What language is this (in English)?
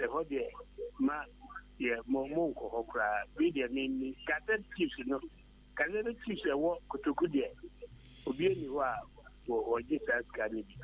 Akan